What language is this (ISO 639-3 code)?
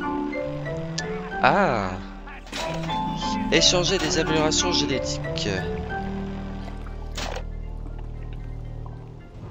fra